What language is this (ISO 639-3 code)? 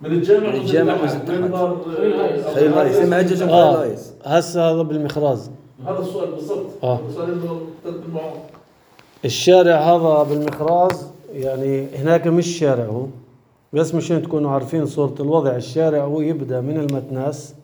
apc